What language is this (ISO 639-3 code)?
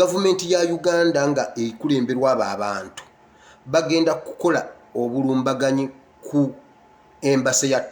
lug